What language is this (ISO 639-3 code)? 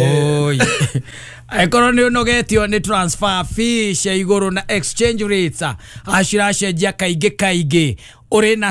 kik